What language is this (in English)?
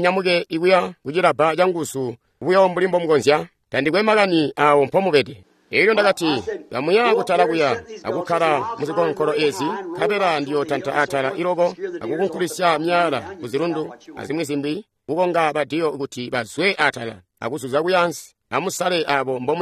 Tonga (Zambia)